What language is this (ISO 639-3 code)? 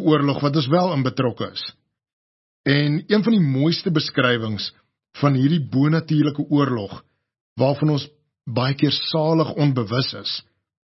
afr